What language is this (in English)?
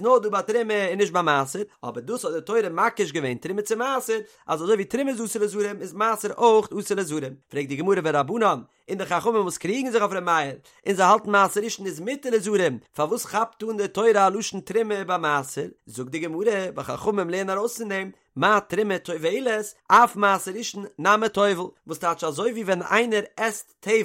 Yiddish